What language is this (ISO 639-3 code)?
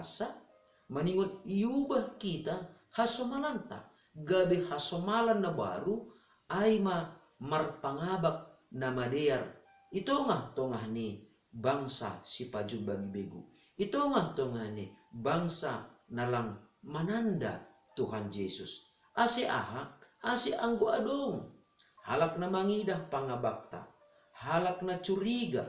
bts